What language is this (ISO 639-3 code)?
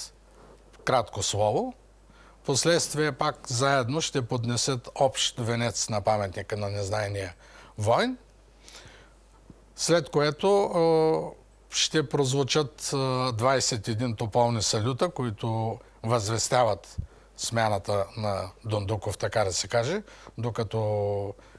bul